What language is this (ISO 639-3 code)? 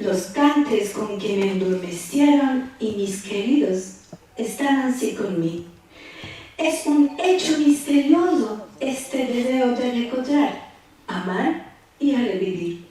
lad